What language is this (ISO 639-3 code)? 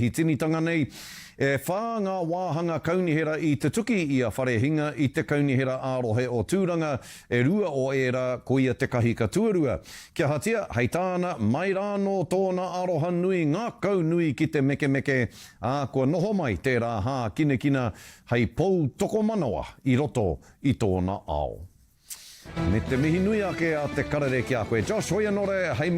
mri